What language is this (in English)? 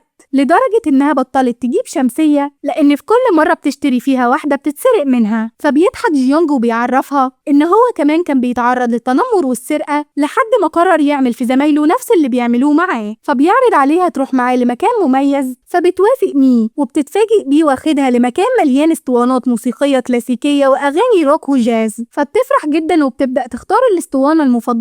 Egyptian Arabic